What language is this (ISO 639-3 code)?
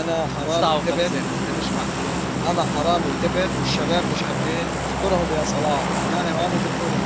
apc